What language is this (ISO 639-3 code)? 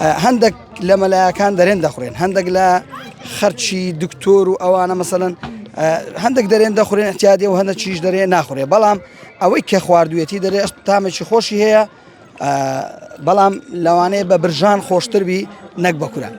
ckb